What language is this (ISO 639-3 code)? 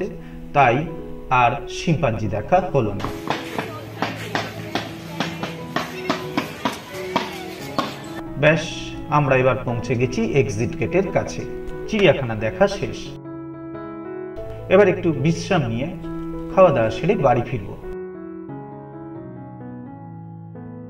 ben